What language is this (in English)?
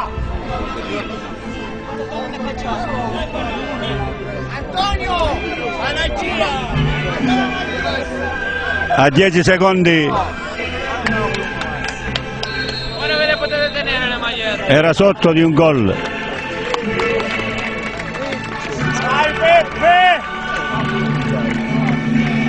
Italian